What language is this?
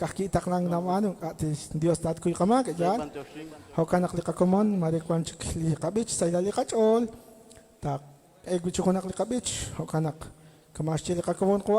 Kekchí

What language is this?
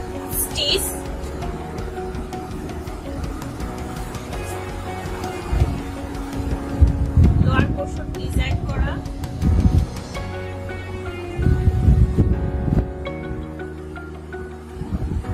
Bangla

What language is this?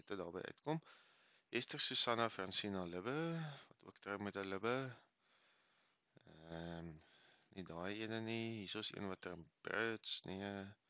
Afrikaans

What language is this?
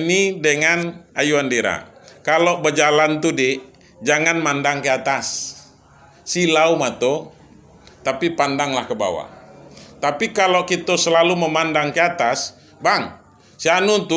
Minangkabau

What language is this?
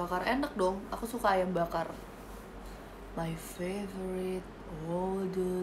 Indonesian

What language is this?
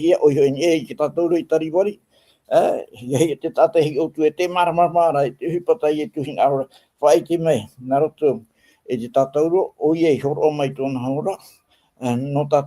Tahitian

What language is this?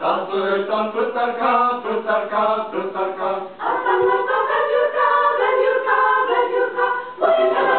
Tem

